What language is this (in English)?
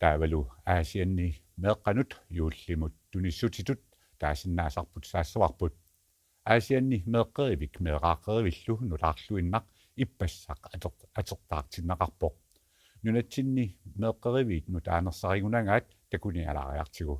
Kalaallisut